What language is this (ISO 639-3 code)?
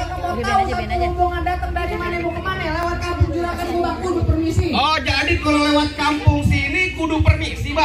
bew